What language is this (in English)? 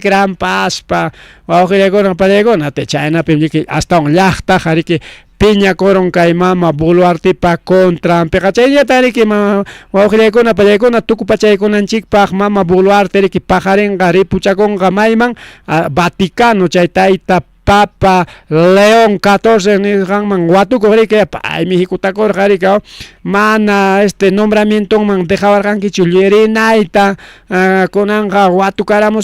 Ayacucho Quechua